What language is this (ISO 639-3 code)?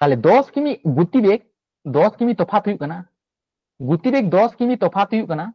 sat